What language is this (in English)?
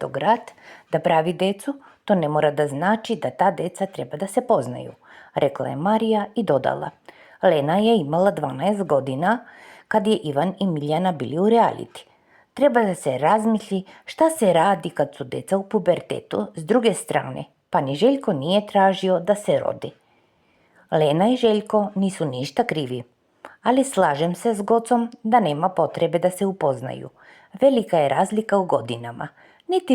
Serbian